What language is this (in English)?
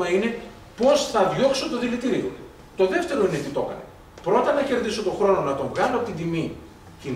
Greek